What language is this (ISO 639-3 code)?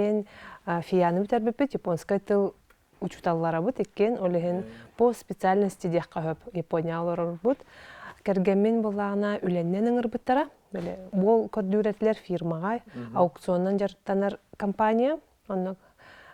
sah